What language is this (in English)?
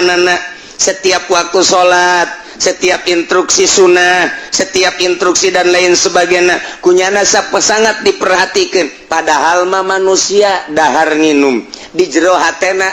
Sundanese